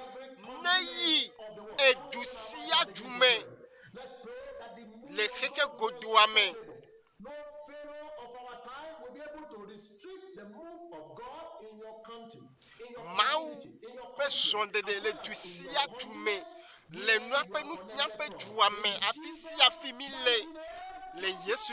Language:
Ewe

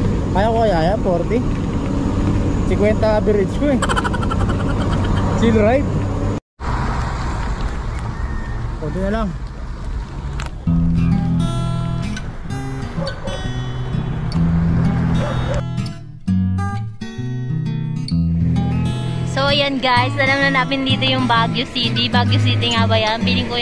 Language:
Filipino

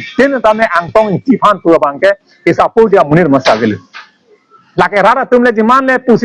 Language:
Karbi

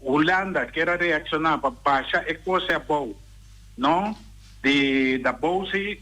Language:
Papiamento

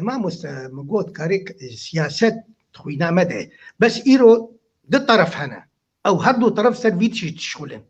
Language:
Kurdish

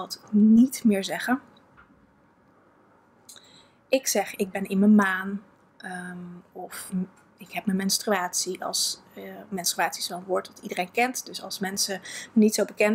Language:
Dutch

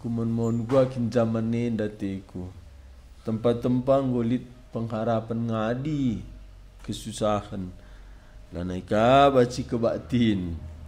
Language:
Batak Karo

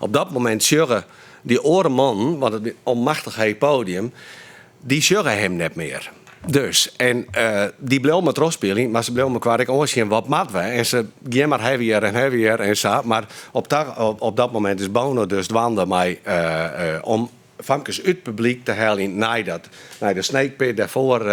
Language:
Western Frisian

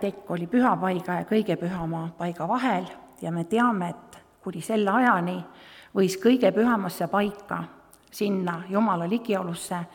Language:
Estonian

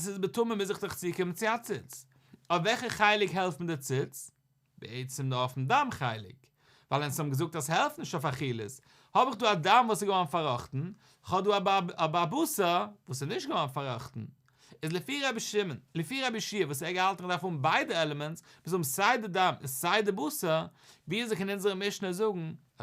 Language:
Yiddish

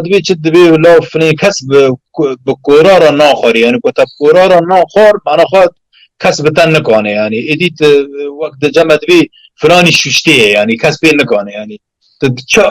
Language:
Kurdish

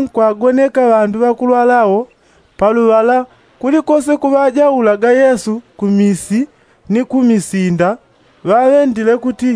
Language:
Yao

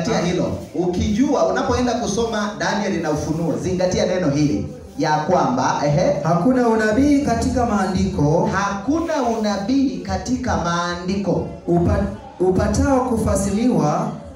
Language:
Swahili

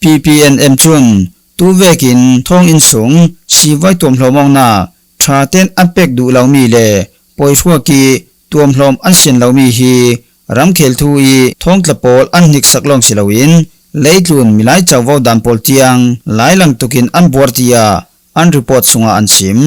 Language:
Falam Chin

